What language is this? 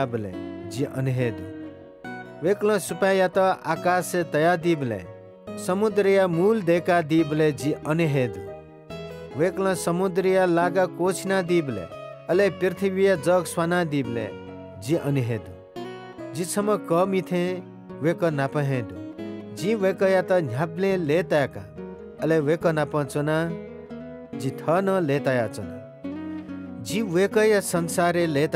Newari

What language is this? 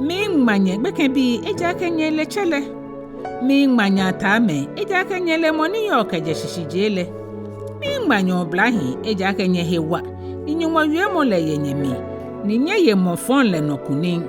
Ga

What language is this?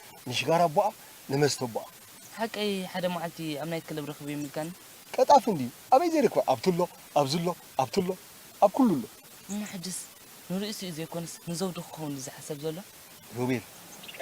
Tigrinya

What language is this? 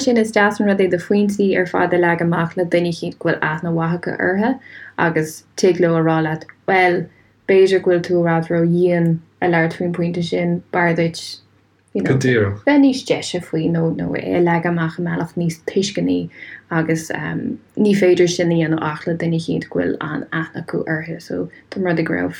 Irish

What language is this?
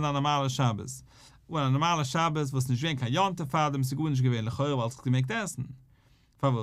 Yiddish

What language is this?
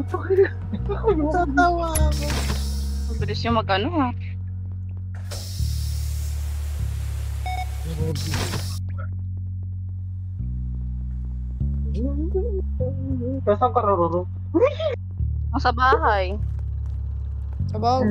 Filipino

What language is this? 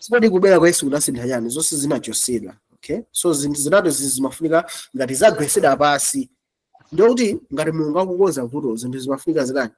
Nyanja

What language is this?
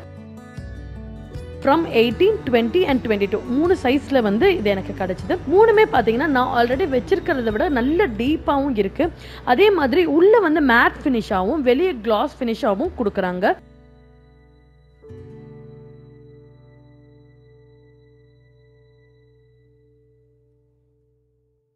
Tamil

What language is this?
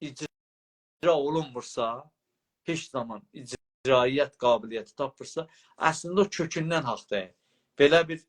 South Azerbaijani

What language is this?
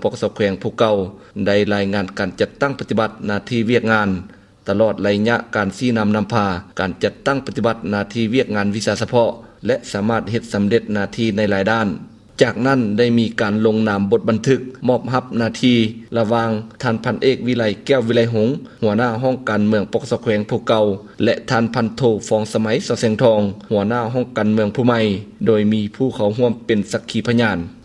Lao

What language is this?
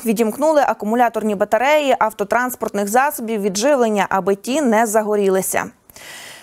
Ukrainian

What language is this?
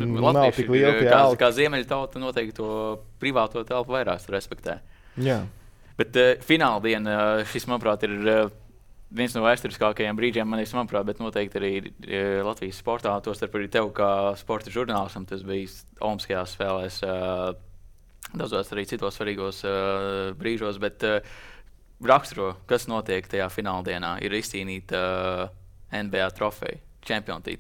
Latvian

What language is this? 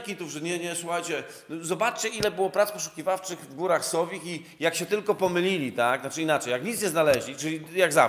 Polish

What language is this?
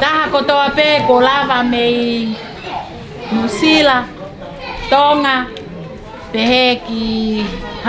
Tongan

